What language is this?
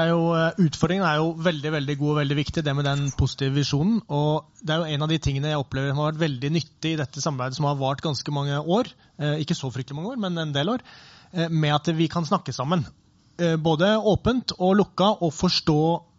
Norwegian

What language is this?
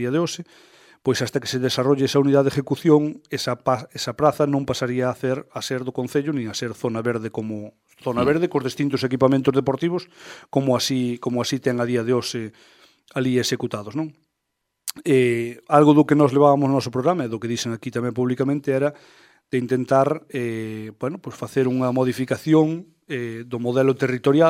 Galician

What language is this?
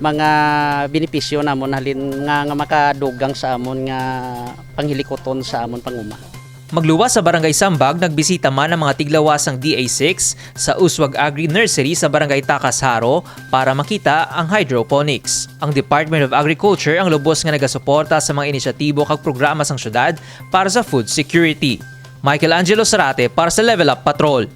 Hiligaynon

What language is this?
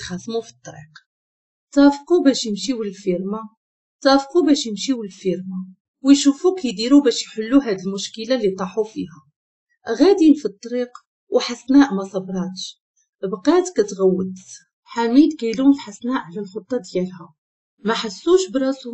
Moroccan Arabic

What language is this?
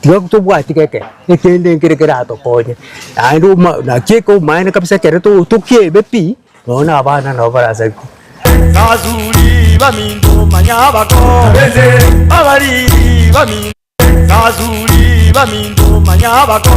Gusii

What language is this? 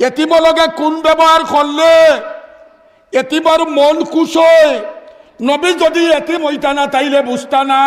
Sylheti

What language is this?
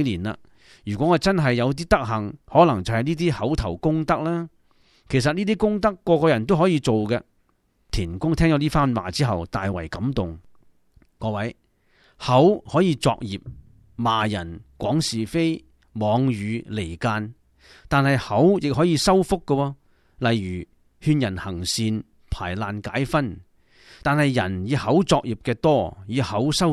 Cantonese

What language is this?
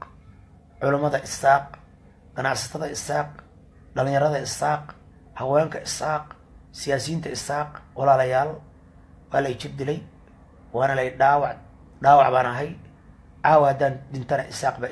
Somali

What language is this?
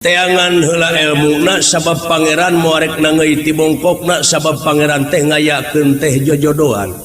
Sundanese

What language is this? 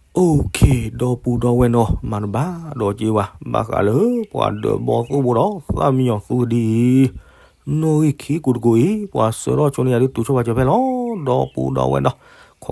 S'gaw Karen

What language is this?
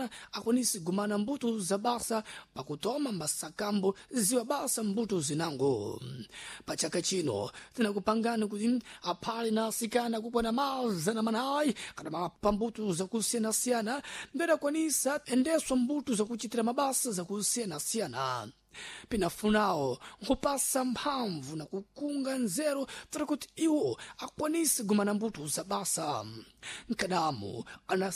Sena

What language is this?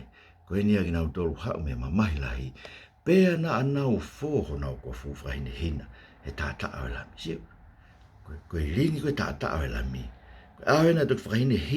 Tongan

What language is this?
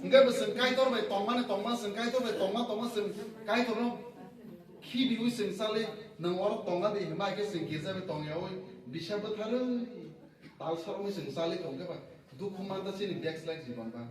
Kok Borok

